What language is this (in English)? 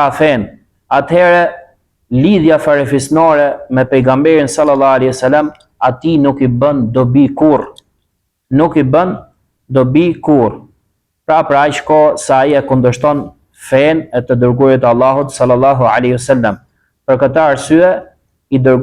Albanian